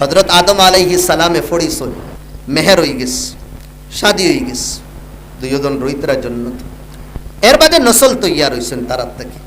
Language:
Sylheti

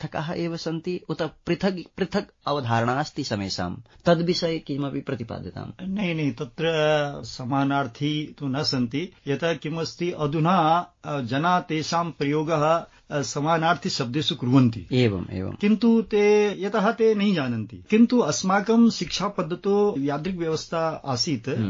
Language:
Sanskrit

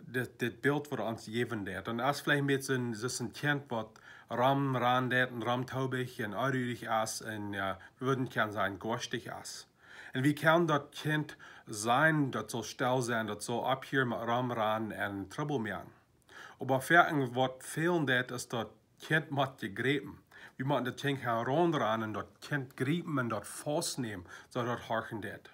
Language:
Plautdietsch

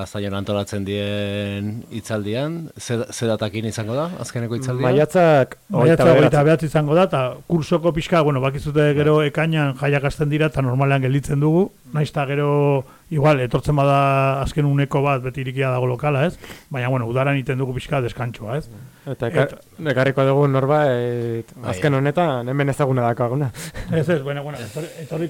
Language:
Basque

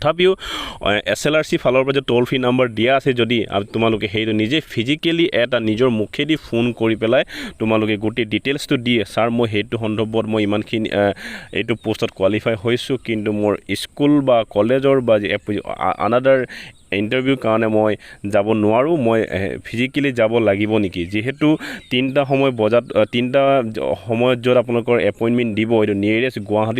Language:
Assamese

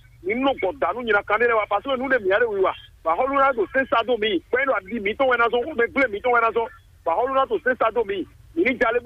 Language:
Fon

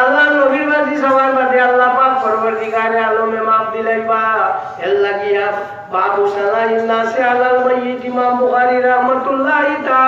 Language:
Sylheti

